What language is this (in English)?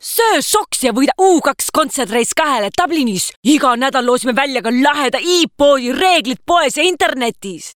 Estonian